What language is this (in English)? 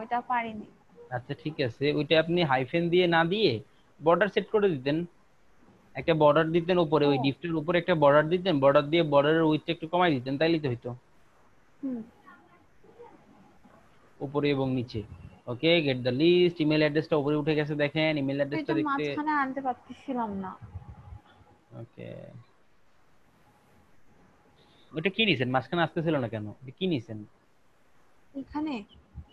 Bangla